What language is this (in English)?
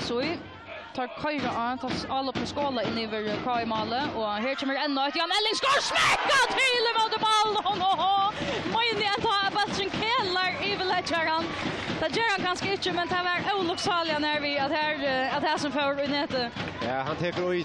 Faroese